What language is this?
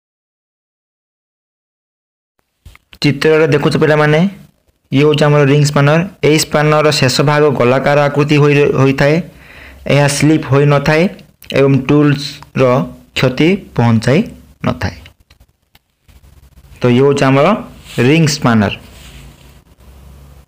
Odia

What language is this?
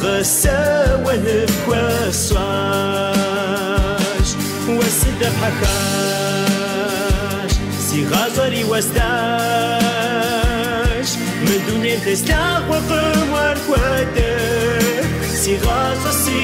Kabardian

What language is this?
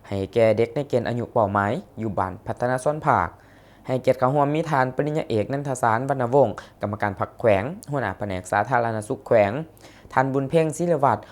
Lao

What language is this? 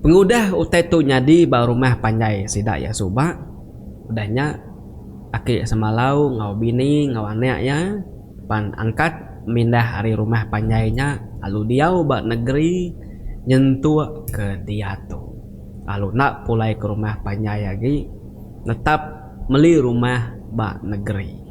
Iban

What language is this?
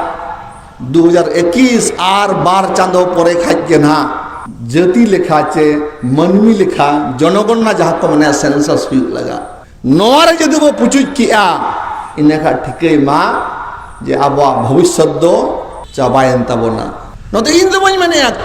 Santali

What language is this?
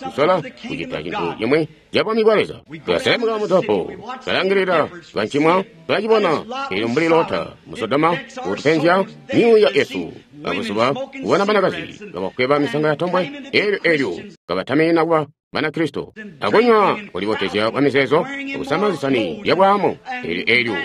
Tonga (Zambia)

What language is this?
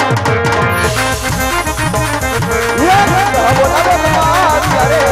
Gujarati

